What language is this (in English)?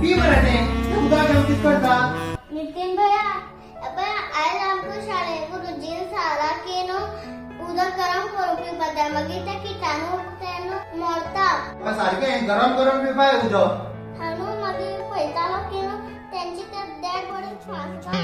Konkani